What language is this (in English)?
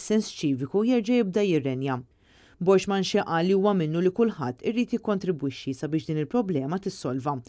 Maltese